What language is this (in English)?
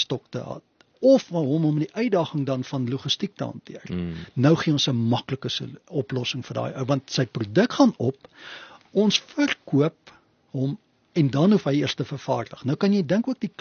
Afrikaans